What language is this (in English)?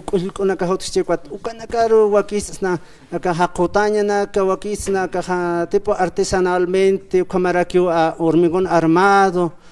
Aymara